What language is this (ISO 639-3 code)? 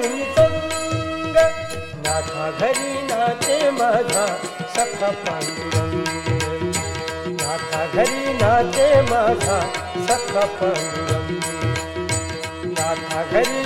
mar